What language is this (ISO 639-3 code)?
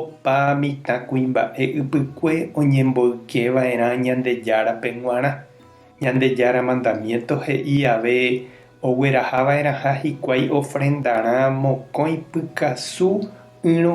grn